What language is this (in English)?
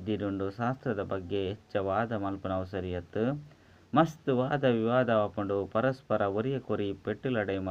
Tulu